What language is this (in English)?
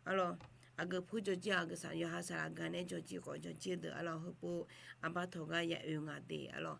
Akha